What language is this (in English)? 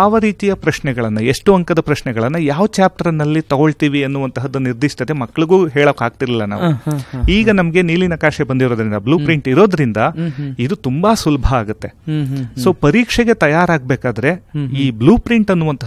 Kannada